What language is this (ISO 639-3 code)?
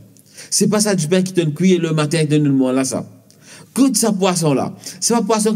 mfe